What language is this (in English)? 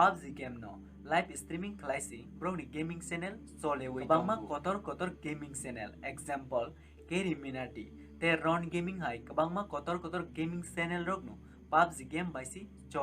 Kok Borok